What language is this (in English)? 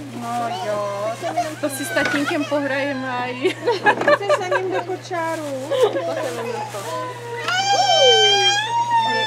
Czech